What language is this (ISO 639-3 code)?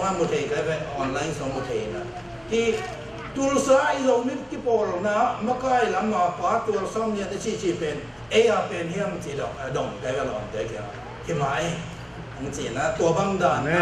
ctd